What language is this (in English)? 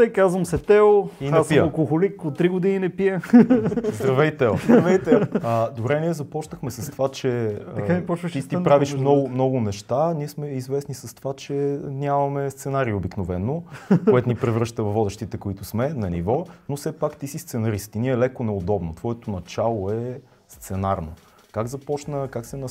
Bulgarian